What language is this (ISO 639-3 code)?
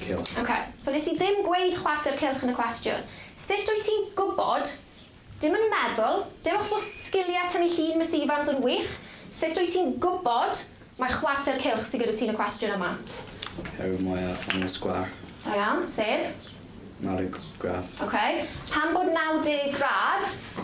cym